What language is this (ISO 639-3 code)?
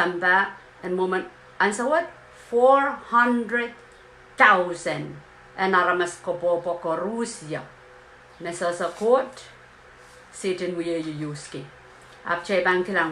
pon